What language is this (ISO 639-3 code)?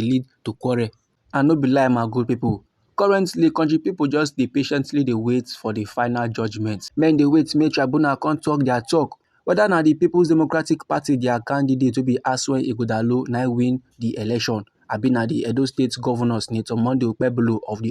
pcm